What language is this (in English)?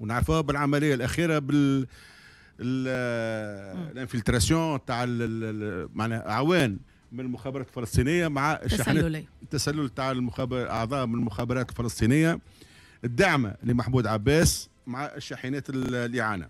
Tunisian Arabic